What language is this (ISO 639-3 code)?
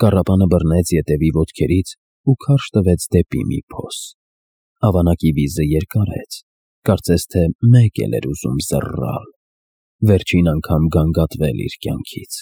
hye